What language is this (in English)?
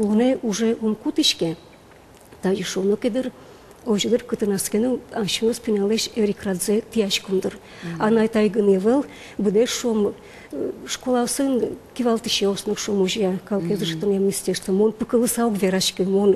Udmurt